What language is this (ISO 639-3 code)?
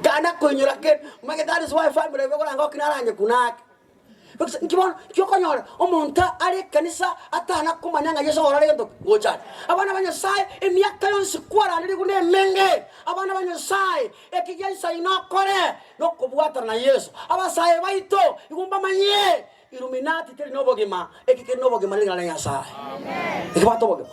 guz